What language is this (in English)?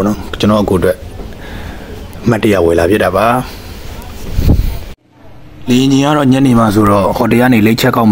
Burmese